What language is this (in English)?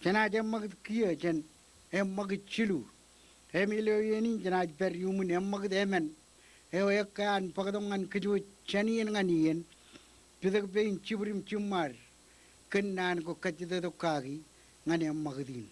Marshallese